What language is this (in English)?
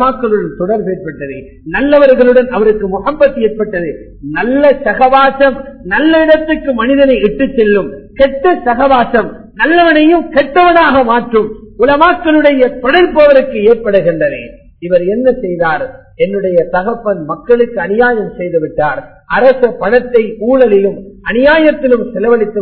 Tamil